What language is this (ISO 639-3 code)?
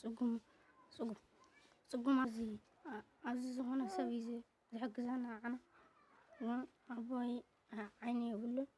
tir